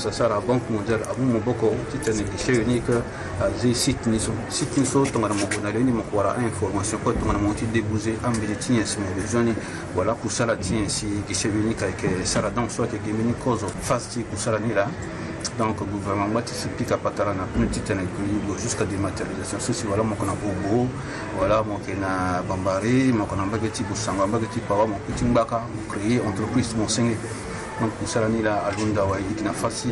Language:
Sango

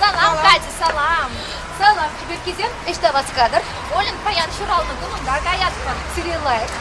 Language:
Chuvash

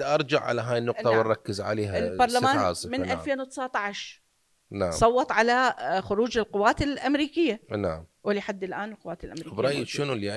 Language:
Mesopotamian Arabic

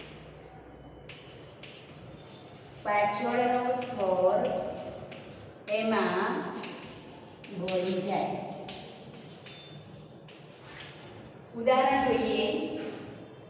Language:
Gujarati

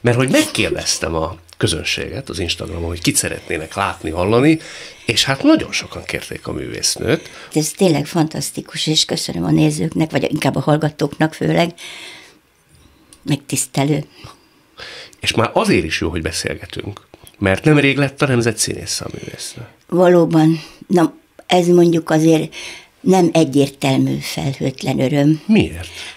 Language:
Hungarian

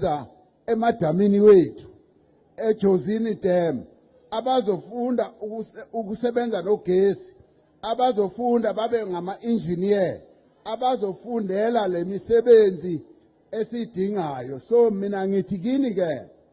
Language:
Zulu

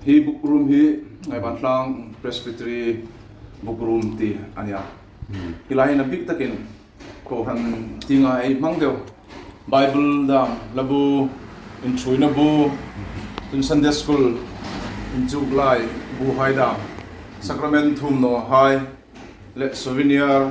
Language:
Hmar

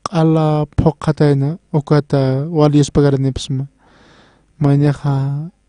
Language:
Aymara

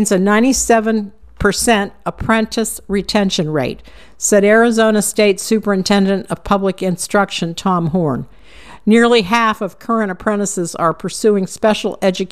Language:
English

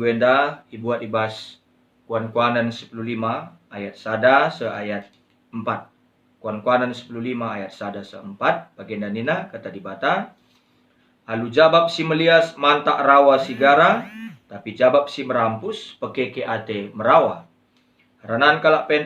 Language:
Batak Karo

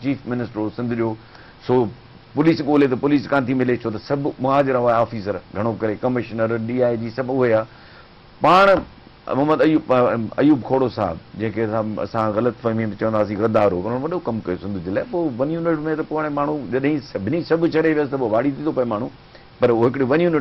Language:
Sindhi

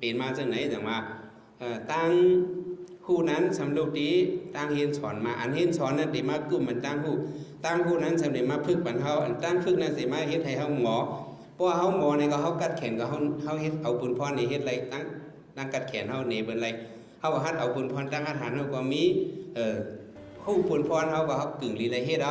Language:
Shan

